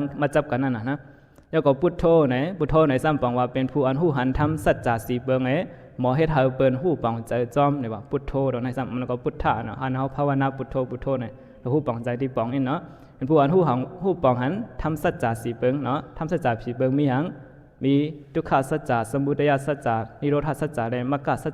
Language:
Shan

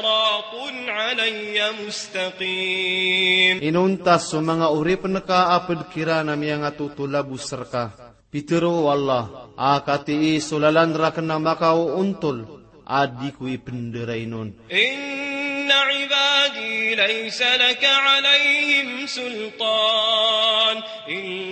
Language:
Maranao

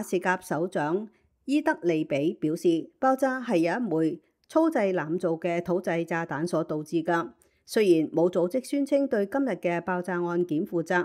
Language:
Cantonese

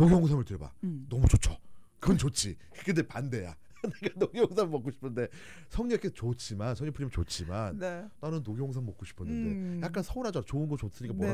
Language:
Korean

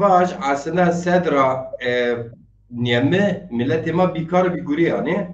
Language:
Zaza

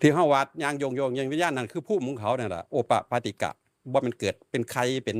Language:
Northeastern Thai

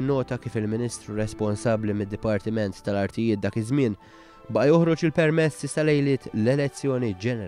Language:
Maltese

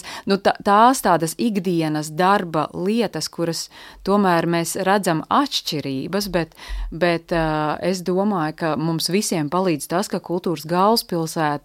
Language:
Latvian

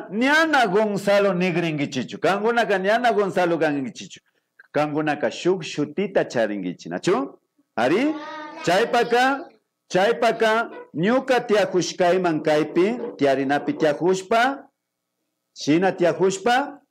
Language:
Imbabura Highland Quichua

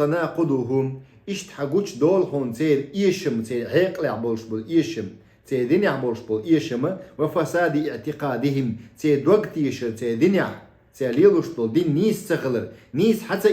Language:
Chechen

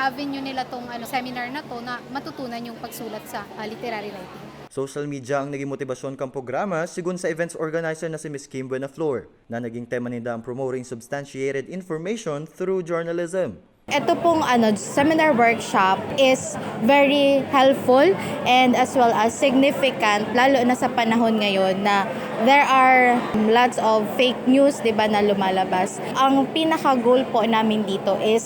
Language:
Bikol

